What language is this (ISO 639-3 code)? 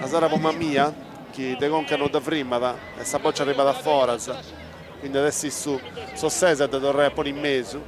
srd